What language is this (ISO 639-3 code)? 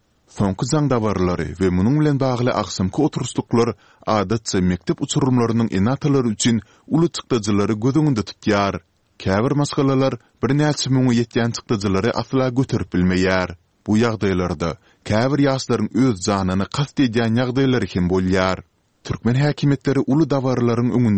tuk